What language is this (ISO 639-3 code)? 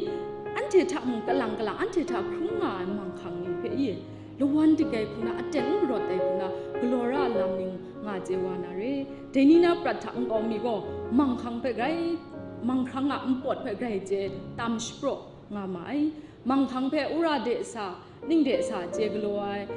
kac